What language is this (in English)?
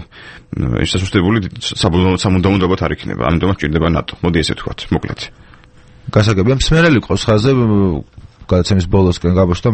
Georgian